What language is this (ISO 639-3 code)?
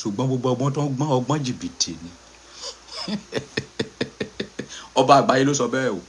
yor